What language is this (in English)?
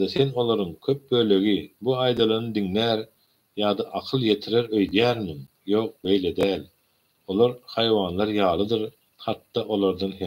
Turkmen